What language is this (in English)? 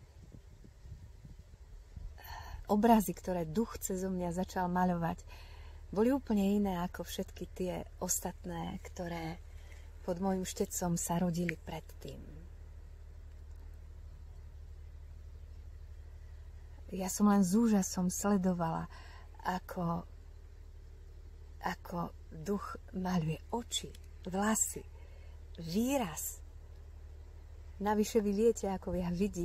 Slovak